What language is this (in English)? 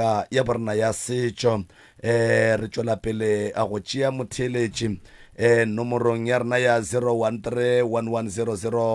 Northern Sotho